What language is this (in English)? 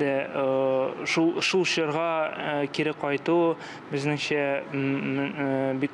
Tatar